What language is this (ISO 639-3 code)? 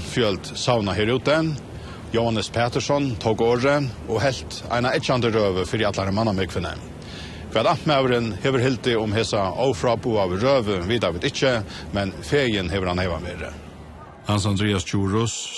fao